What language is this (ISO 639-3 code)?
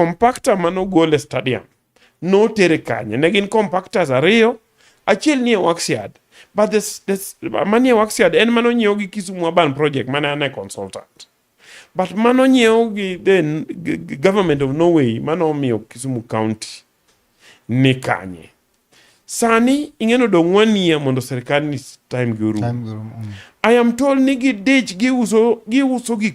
luo